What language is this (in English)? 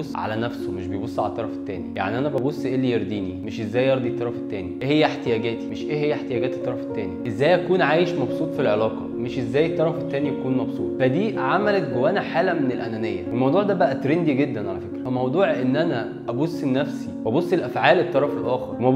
Egyptian Arabic